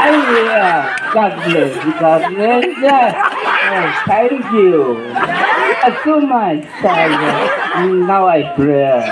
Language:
Chang Naga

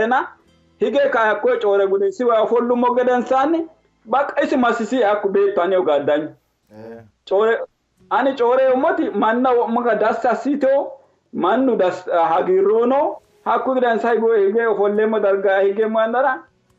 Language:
Sidamo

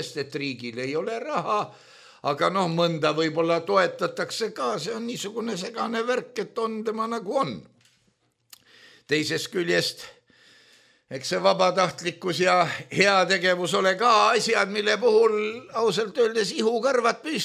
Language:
Estonian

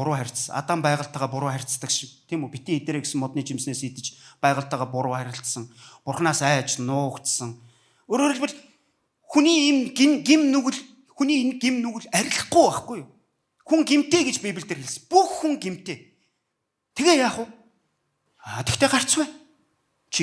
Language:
Mongolian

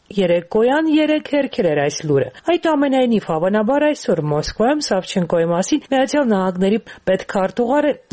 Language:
Armenian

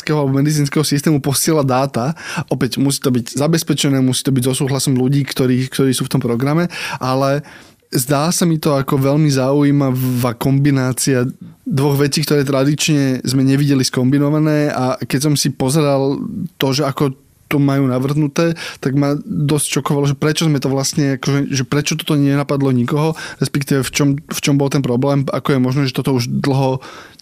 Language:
Slovak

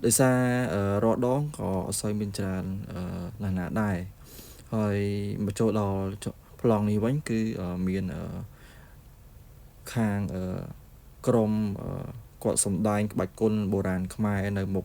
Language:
Khmer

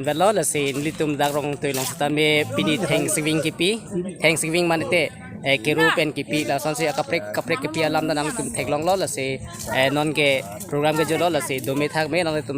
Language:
Karbi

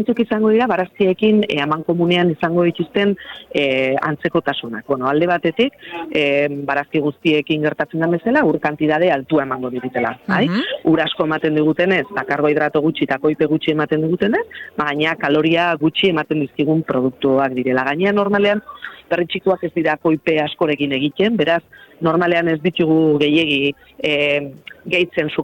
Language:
Basque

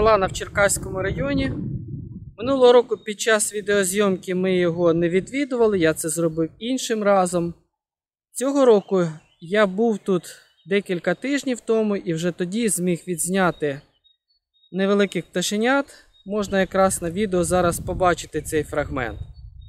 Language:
Ukrainian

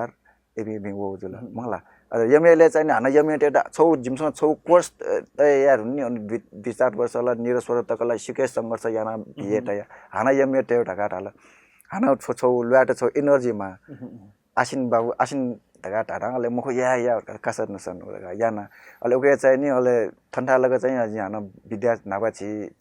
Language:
Newari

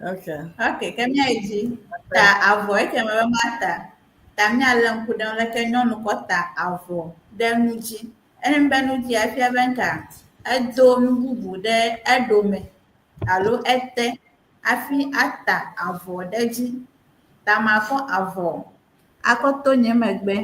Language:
Ewe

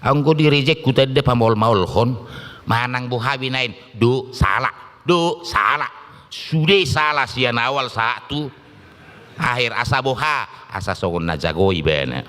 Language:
Batak Toba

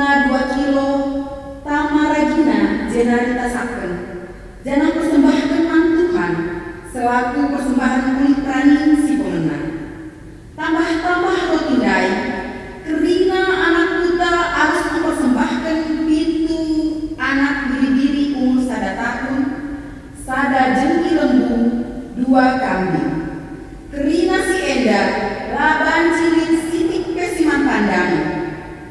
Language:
Batak Karo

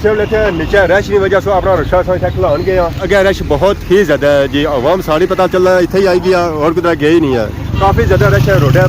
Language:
Pahari-Potwari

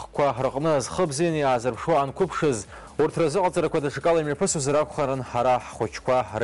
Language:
Abkhazian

